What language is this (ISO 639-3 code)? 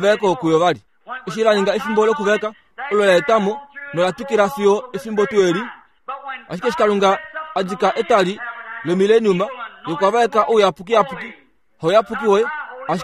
kua